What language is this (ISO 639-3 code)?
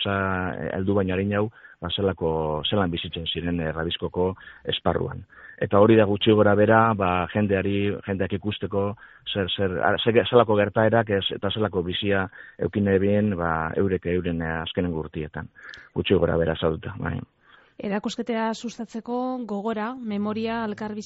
eus